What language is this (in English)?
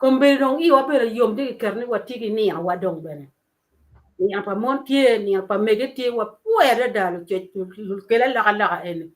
Acoli